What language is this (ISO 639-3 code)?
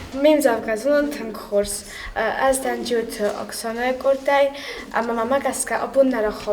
oss